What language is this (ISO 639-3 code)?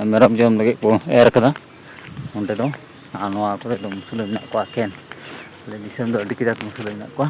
sat